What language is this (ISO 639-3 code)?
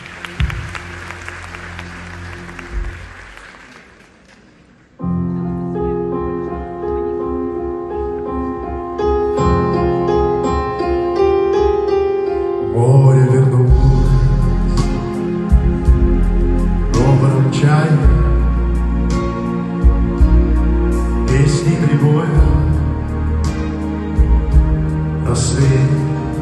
rus